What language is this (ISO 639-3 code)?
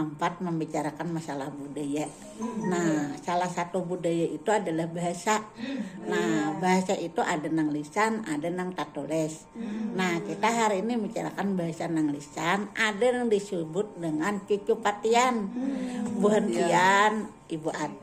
bjn